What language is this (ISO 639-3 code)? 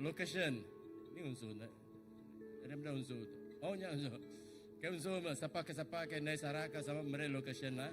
iba